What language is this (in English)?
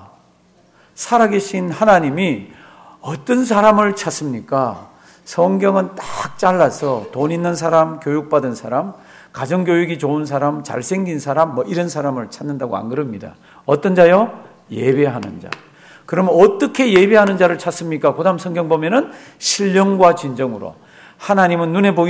Korean